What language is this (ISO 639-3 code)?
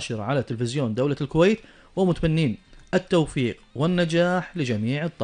afb